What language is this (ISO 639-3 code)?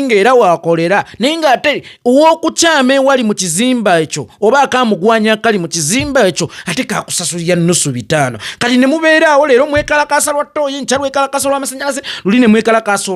lug